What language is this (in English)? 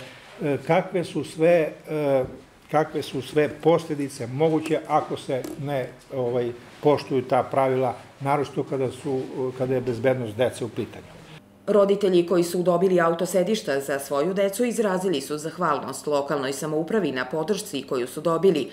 Serbian